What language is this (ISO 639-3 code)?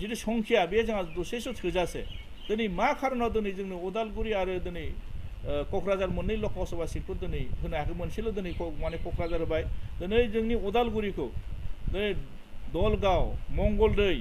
brx